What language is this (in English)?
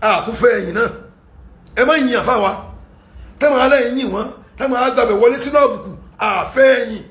Yoruba